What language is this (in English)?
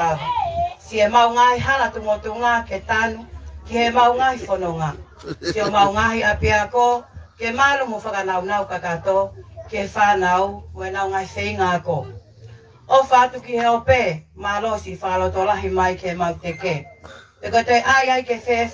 Tongan